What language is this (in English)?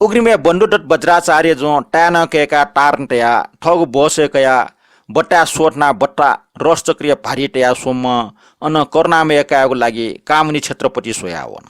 Newari